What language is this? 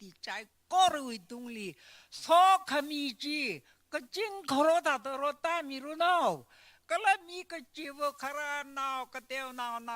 Tangkhul Naga (India)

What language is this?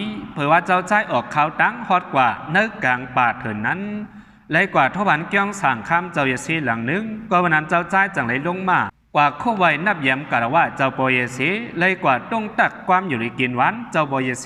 Shan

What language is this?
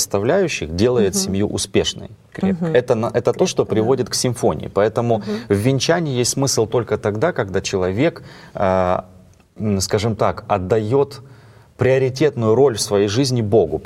Russian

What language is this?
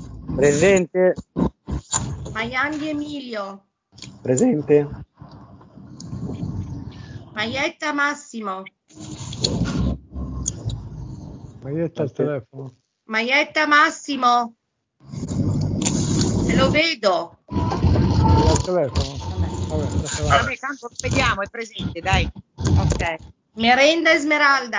Italian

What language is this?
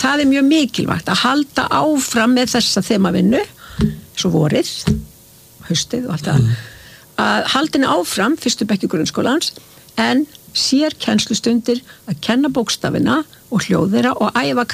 Icelandic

